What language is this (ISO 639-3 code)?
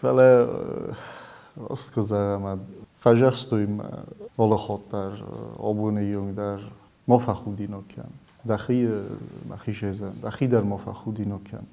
oss